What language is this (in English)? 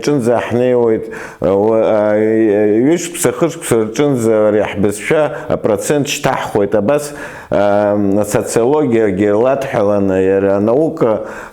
Abkhazian